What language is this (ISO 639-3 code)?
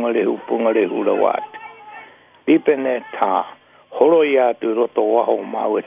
mri